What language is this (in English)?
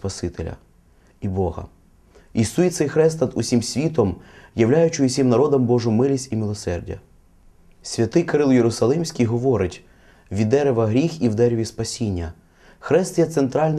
Ukrainian